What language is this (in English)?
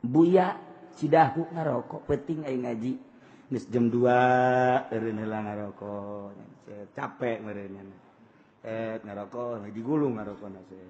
Sundanese